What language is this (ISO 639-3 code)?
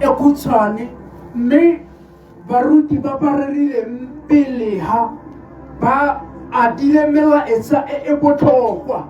tsn